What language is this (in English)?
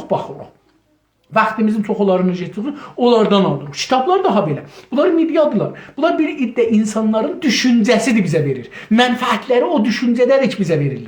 South Azerbaijani